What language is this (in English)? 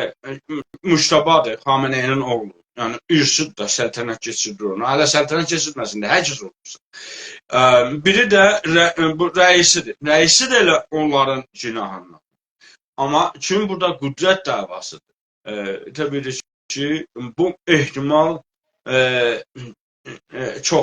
South Azerbaijani